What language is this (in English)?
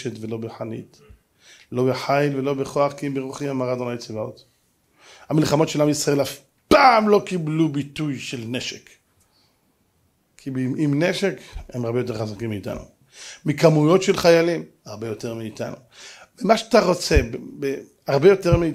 Hebrew